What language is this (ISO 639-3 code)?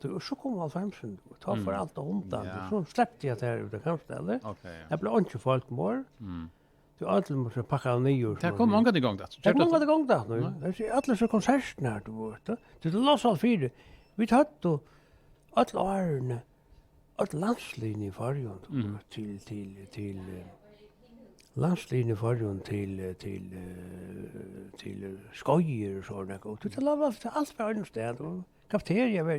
fao